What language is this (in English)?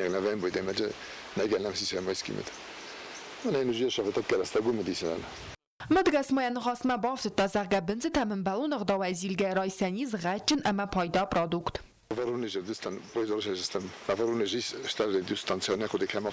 Ossetic